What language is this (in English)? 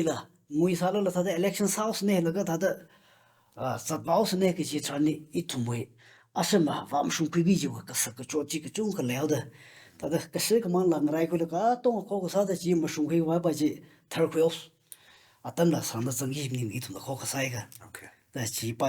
Tangkhul Naga (India)